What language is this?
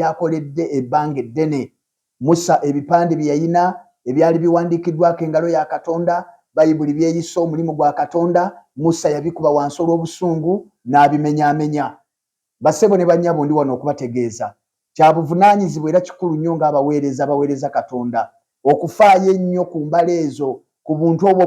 Ganda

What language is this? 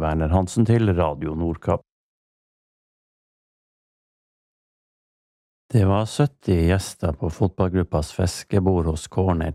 Norwegian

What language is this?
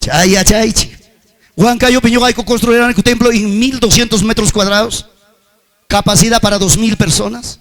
Ayacucho Quechua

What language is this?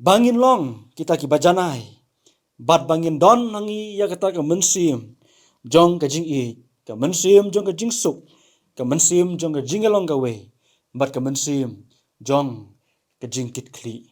Khasi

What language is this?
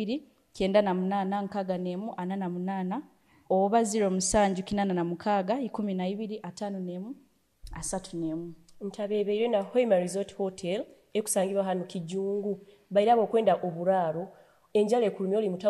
Nyoro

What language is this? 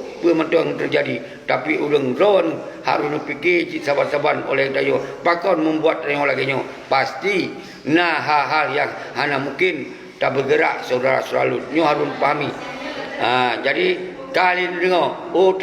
Achinese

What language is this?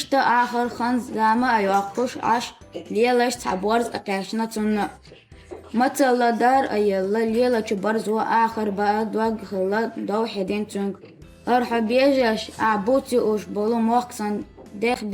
Chechen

